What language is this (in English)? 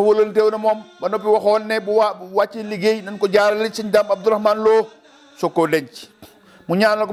Wolof